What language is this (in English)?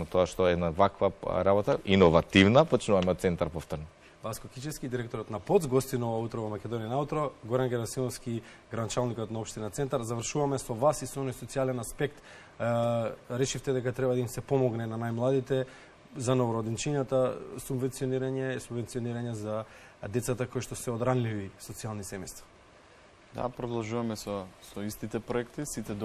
Macedonian